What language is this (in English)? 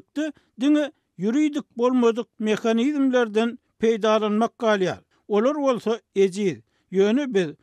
Turkmen